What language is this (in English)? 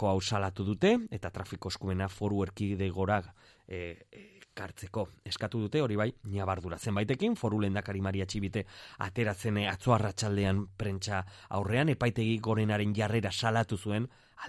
Basque